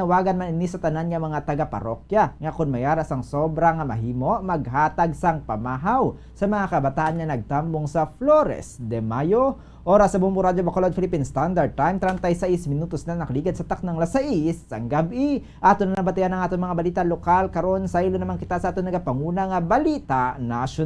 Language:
Hiligaynon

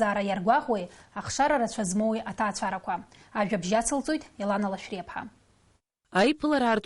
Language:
Abkhazian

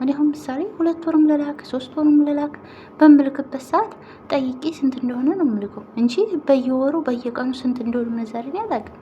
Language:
Amharic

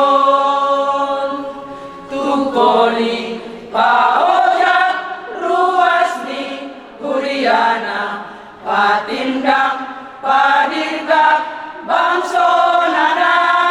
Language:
Batak Toba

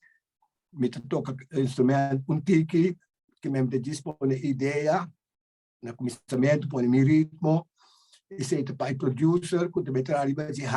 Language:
Papiamento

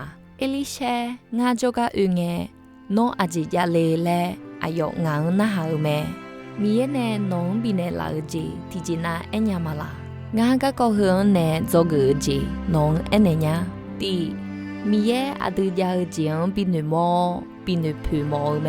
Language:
Akha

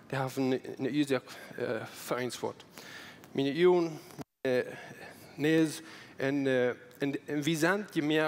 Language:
Plautdietsch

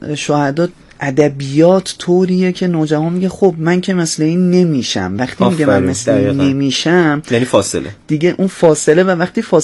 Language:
Persian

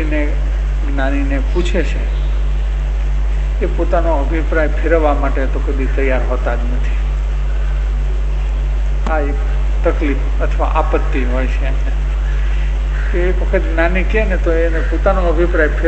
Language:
Gujarati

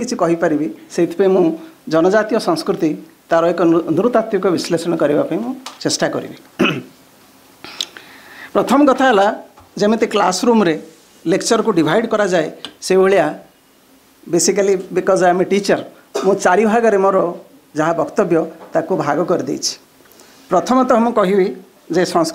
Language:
Odia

